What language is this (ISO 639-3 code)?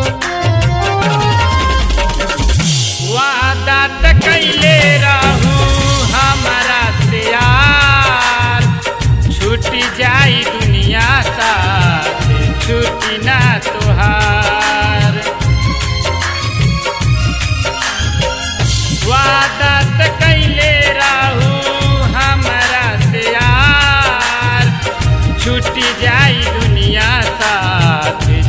bho